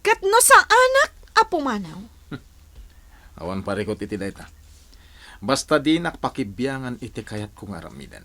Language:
Iloko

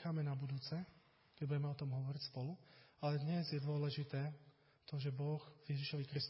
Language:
Slovak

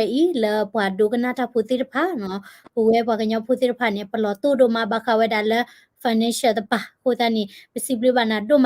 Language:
S'gaw Karen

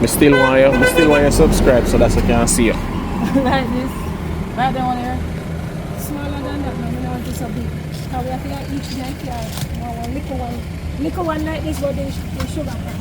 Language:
Jamaican Creole English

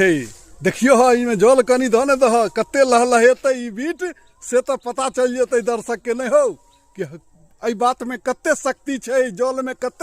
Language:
Maithili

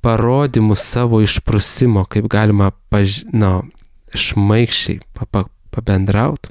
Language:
Lithuanian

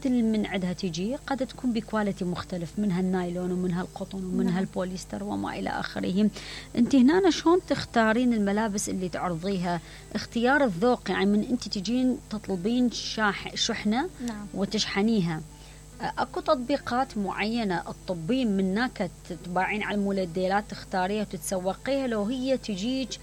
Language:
Mesopotamian Arabic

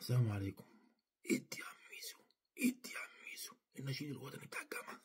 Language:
Egyptian Arabic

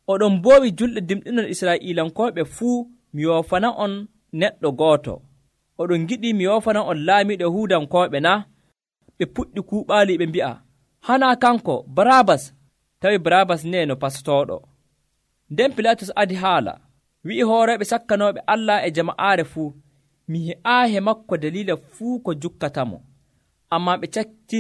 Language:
Nigerian Fulfulde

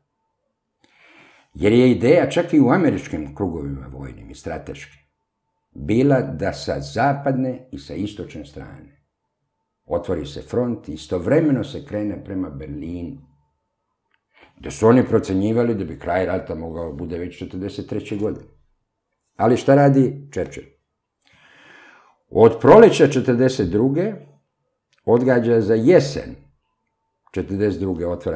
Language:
Serbian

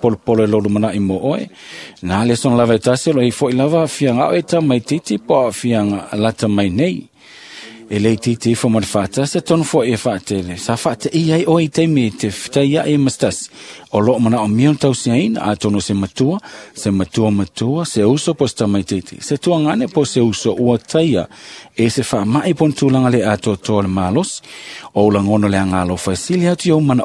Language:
Samoan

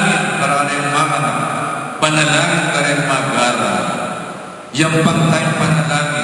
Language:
Pampanga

